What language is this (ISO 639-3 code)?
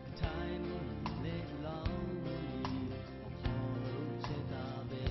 lhu